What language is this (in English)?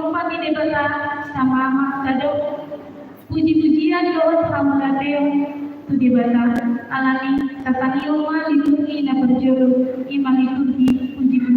Batak Toba